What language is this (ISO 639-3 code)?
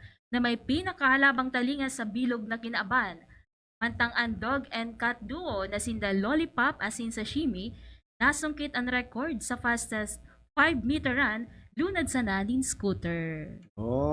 bik